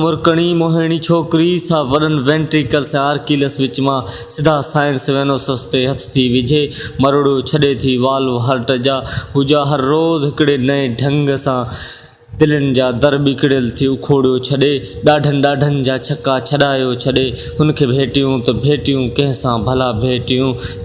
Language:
Sindhi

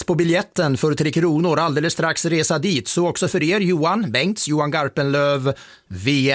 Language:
Swedish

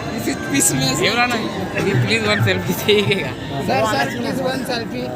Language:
Chhattisgarhi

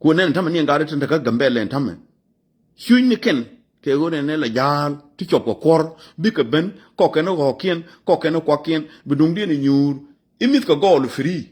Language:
Nuer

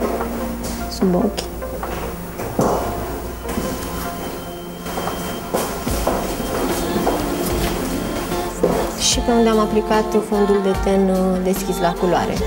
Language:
Romanian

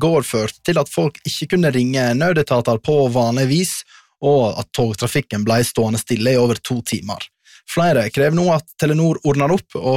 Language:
Norwegian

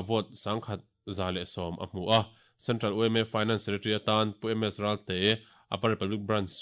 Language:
Mizo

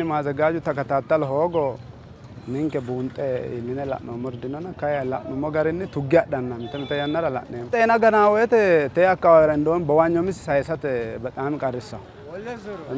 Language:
Sidamo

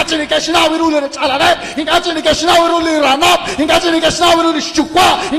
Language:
Kekchí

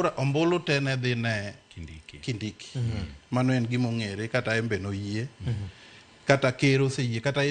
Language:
Luo (Kenya and Tanzania)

